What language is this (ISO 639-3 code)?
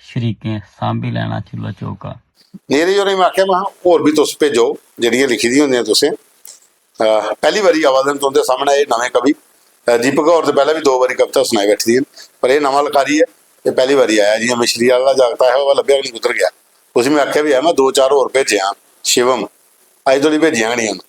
doi